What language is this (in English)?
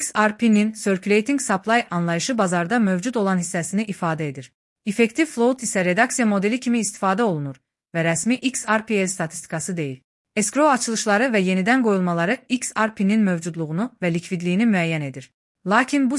Azerbaijani